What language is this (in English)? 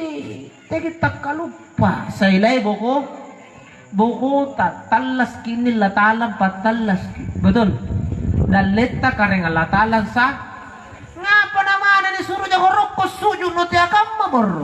Makasar